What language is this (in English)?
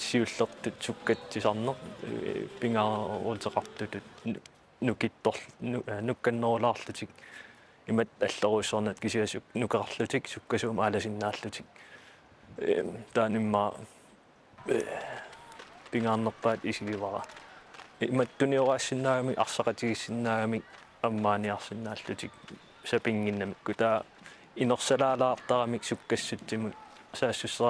Kalaallisut